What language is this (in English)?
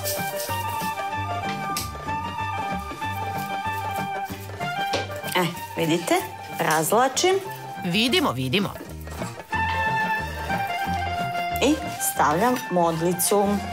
Serbian